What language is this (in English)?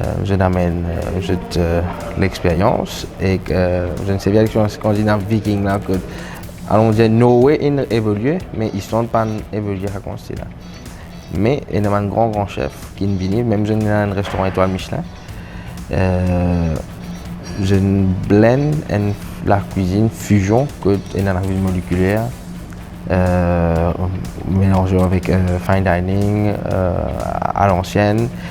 Morisyen